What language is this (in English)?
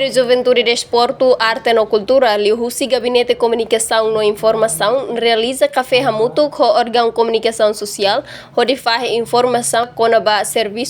Tetum